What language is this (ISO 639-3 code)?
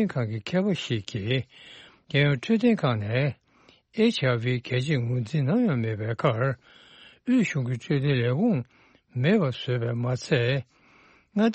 bod